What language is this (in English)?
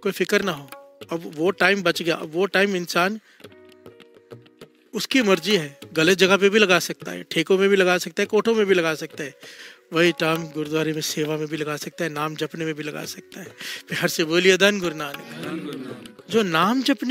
Hindi